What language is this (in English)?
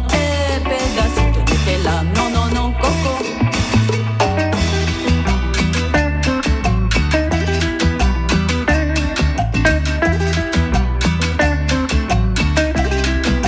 Slovak